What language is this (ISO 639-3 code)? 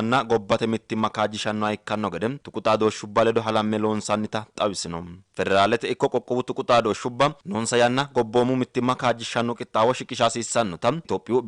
sid